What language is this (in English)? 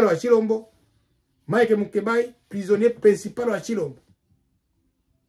Swahili